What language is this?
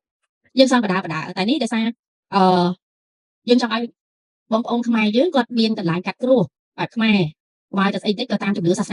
Khmer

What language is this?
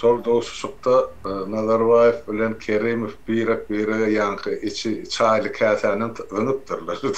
Turkmen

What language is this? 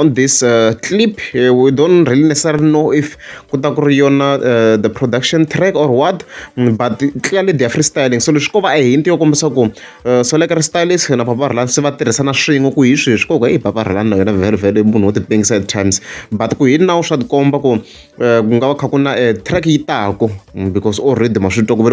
Tsonga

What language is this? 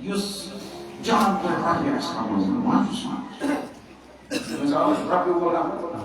Kashmiri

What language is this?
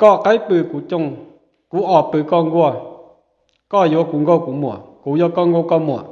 Hmong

